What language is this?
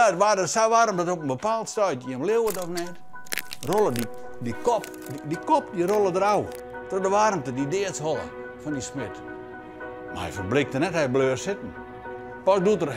Western Frisian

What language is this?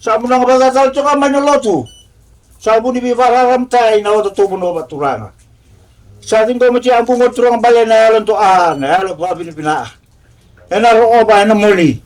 Fijian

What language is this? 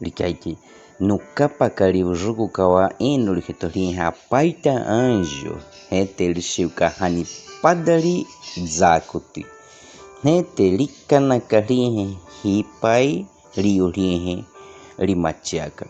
Baniwa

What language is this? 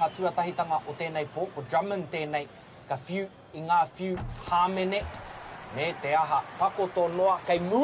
Māori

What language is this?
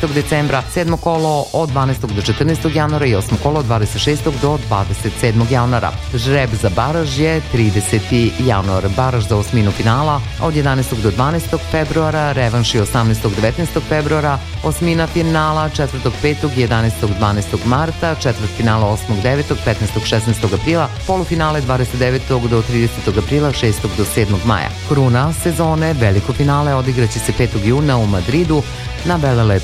Serbian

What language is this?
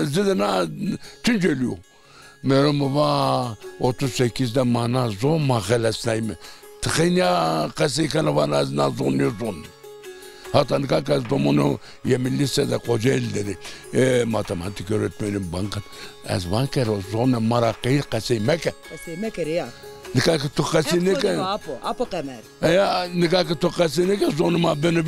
Zaza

